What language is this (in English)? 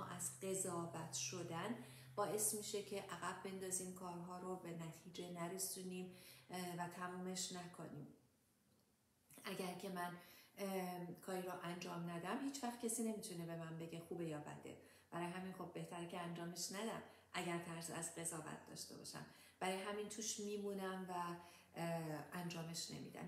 Persian